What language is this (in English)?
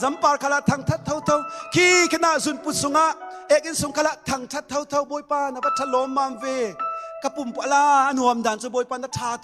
Falam Chin